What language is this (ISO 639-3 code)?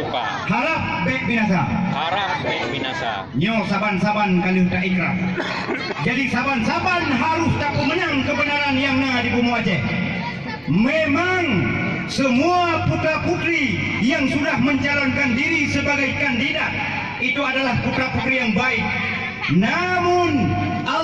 ace